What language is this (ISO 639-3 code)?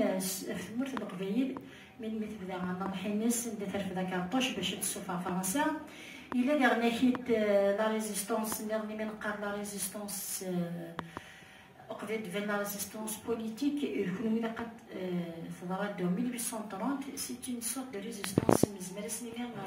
kab